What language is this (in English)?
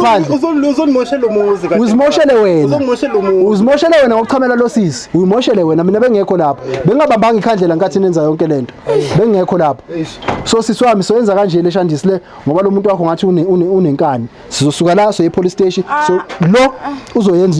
Zulu